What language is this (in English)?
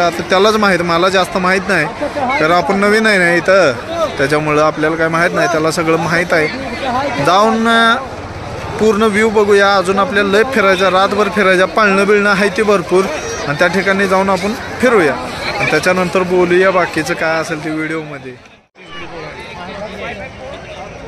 Marathi